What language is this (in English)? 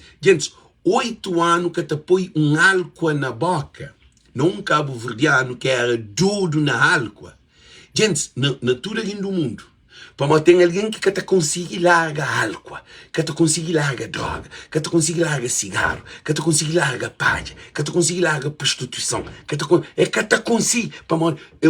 Kabuverdianu